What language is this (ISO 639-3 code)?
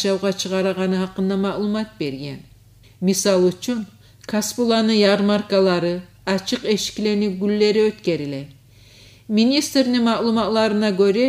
kum